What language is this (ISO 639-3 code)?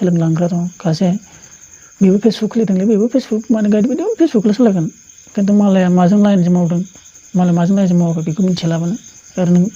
brx